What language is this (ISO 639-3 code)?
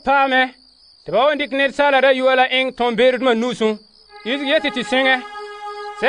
gur